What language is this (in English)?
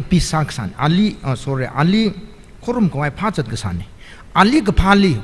Tangkhul Naga (India)